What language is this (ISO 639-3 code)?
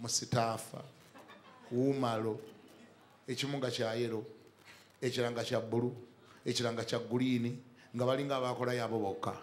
lug